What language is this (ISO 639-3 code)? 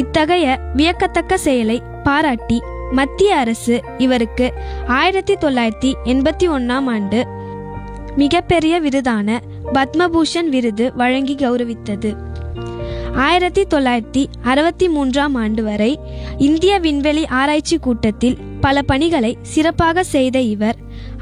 tam